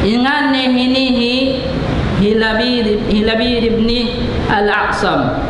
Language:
Tausug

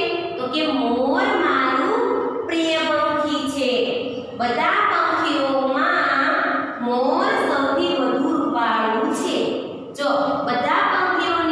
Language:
Gujarati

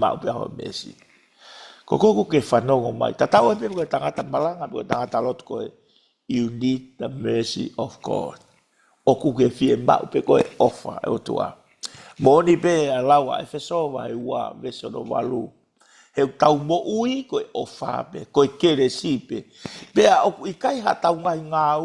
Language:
Tongan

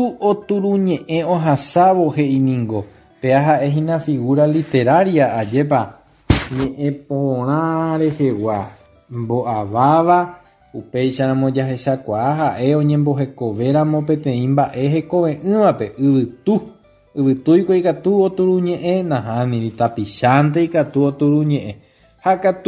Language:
Guarani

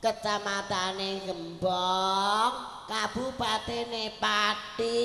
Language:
Javanese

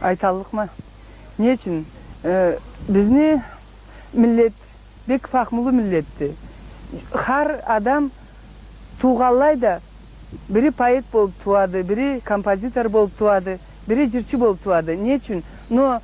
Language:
Karachay-Balkar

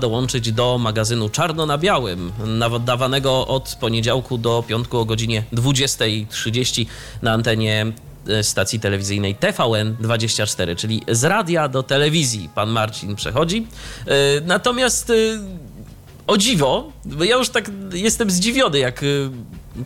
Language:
Polish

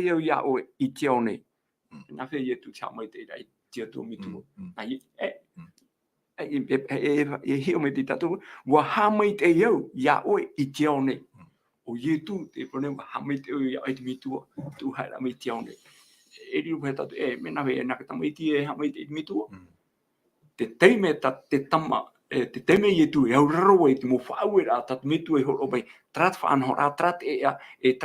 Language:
Tahitian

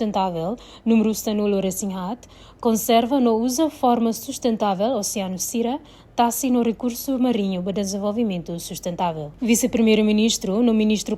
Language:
Tetum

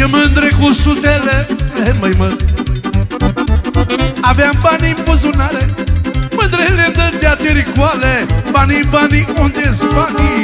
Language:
Romanian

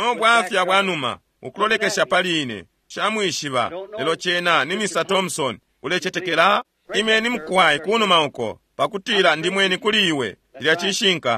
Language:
Bemba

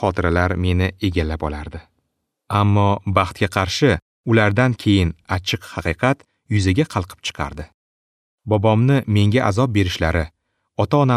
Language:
Uzbek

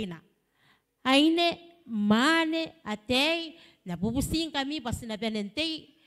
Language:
Gilbertese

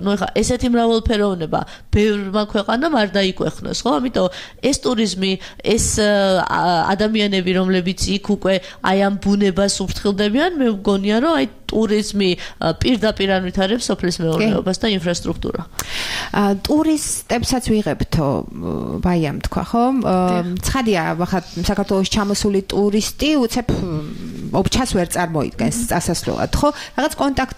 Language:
Georgian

